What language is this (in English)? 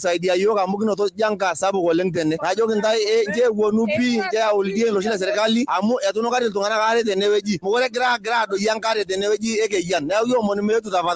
Masai